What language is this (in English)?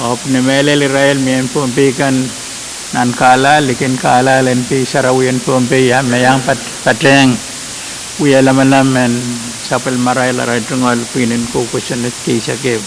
Pohnpeian